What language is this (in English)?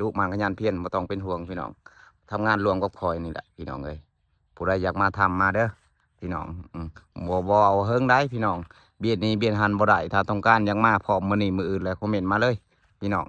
Lao